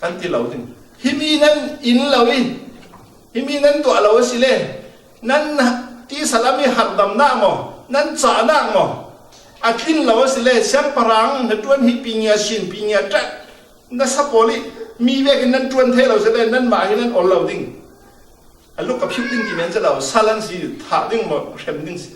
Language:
Falam Chin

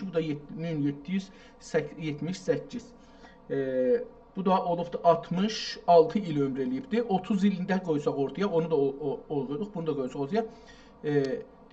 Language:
South Azerbaijani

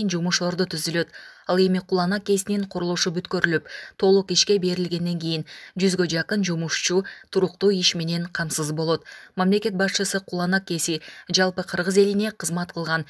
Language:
Kyrgyz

